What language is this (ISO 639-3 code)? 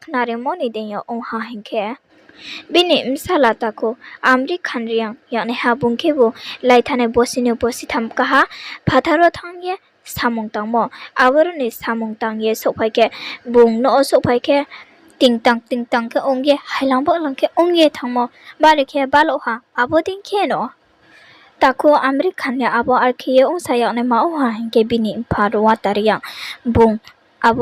ria